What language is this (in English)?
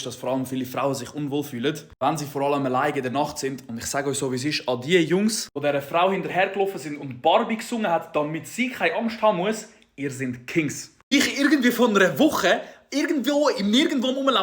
Swiss German